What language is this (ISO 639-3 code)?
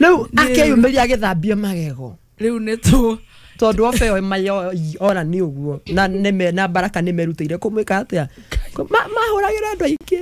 kik